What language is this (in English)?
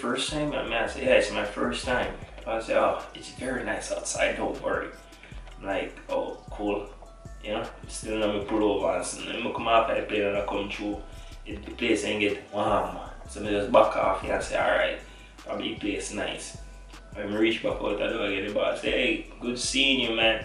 Jamaican Creole English